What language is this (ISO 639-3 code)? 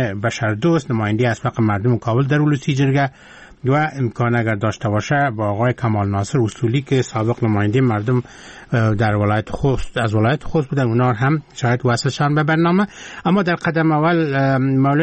fas